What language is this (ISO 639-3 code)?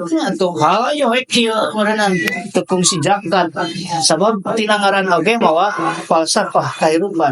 sun